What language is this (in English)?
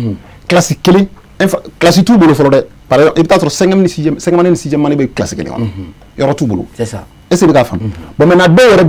Bambara